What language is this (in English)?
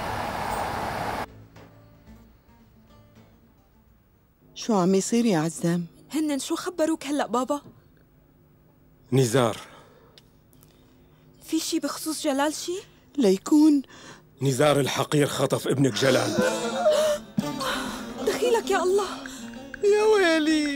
North Levantine Arabic